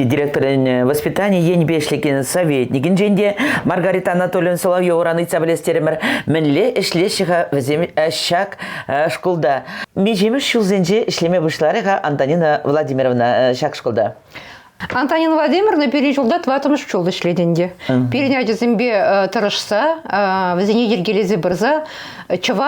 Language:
Chuvash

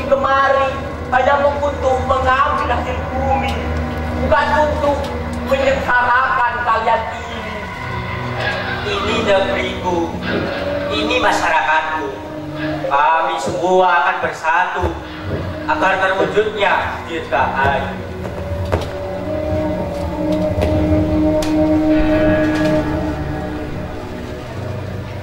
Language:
Indonesian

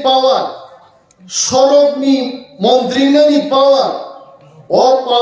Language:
Kok Borok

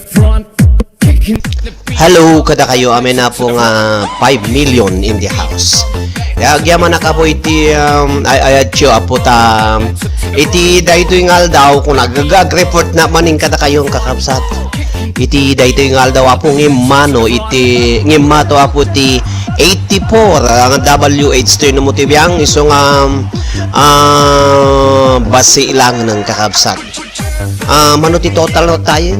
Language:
Iloko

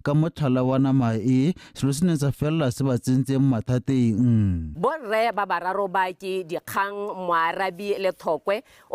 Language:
Tswana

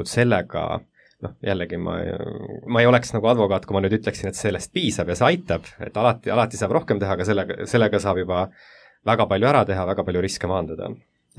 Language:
Estonian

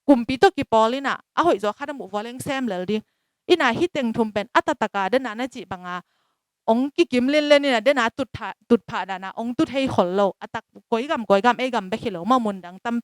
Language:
Tedim Chin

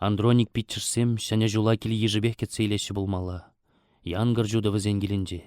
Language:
Chuvash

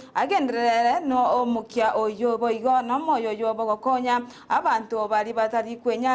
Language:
Gusii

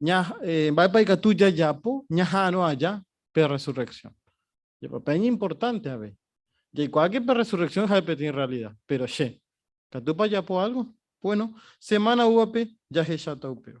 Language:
Guarani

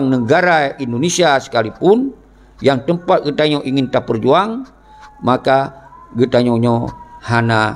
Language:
Achinese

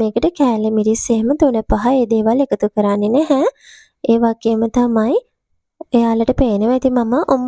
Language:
Sinhala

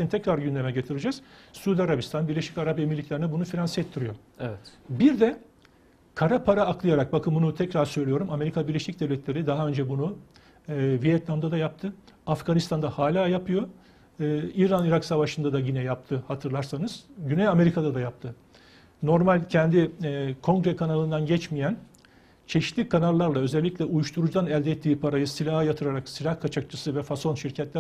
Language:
Turkish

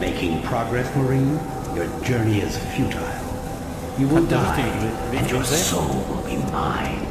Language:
Bavarian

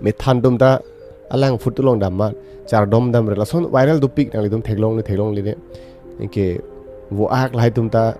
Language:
Karbi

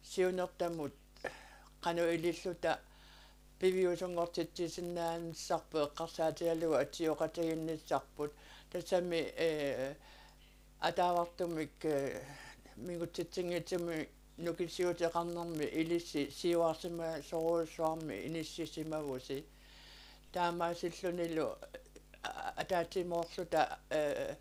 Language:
Kalaallisut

